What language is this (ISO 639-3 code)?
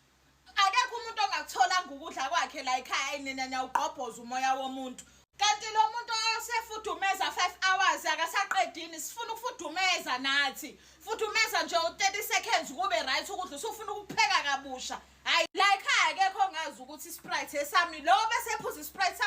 zul